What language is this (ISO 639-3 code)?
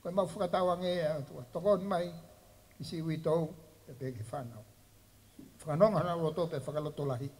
ton